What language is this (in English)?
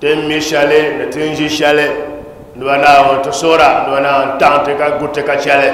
Dagbani